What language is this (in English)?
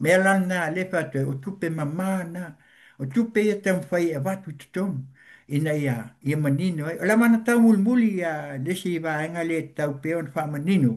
Samoan